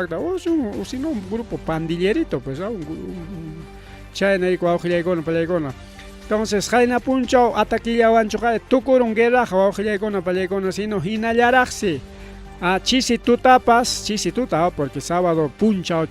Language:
Ayacucho Quechua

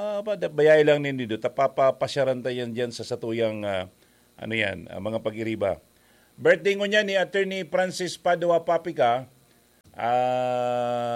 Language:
Bikol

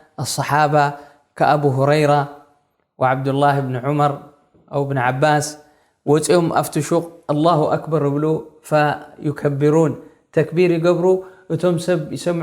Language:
Tigrinya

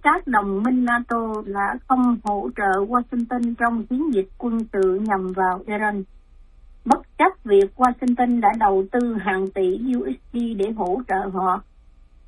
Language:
Vietnamese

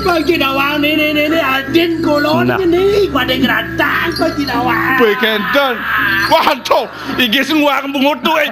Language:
Balinese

